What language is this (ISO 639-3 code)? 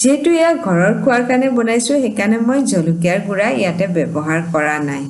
asm